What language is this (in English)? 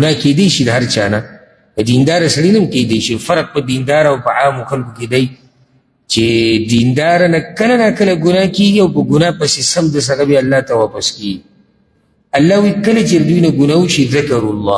Pashto